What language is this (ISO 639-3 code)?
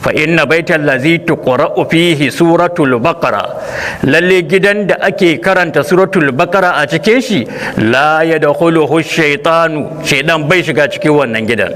hau